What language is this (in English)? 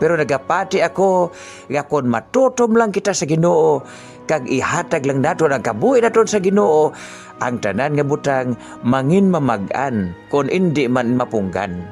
Hiligaynon